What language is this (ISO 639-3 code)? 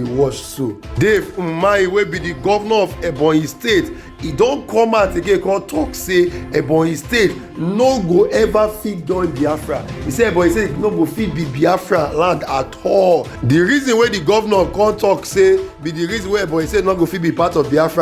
pcm